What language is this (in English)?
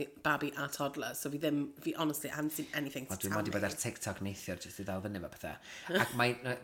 Welsh